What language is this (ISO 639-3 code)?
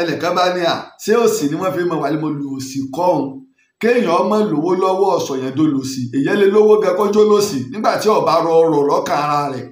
yor